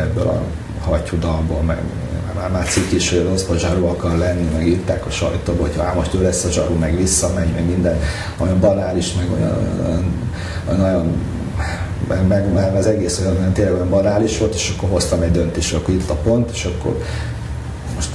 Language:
Hungarian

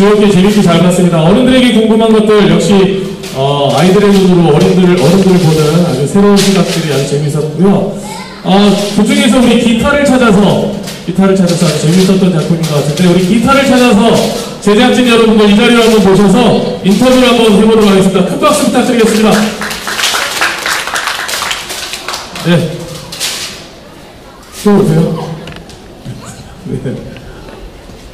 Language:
Korean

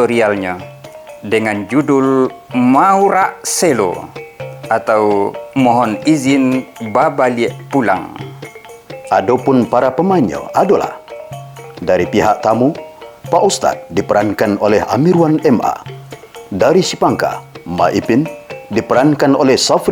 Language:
Minangkabau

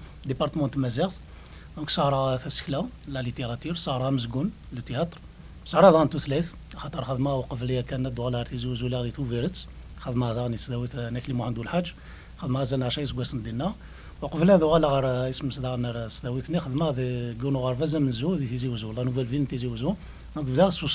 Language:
Kabyle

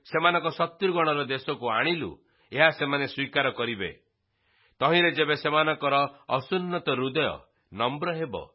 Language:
Odia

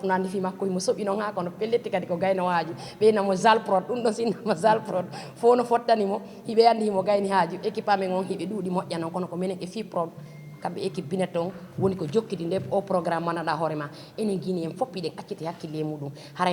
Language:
Fula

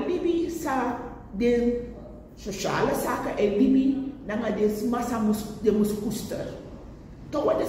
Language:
Sranan Tongo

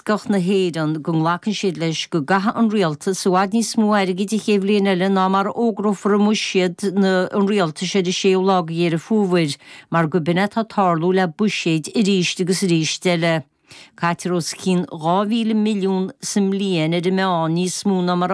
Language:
Irish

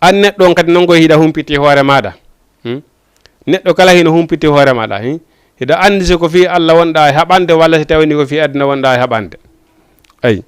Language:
Fula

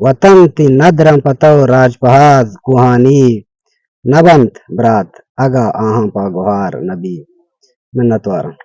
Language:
Baluchi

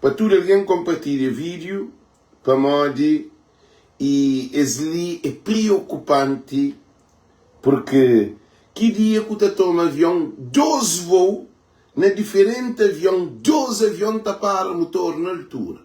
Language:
Kabuverdianu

